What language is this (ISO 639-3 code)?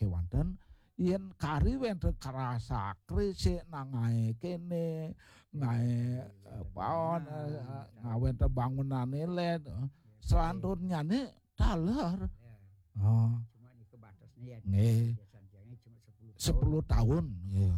ban